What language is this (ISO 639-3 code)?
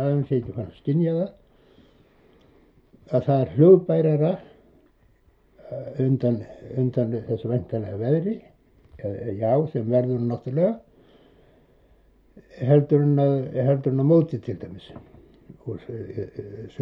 isl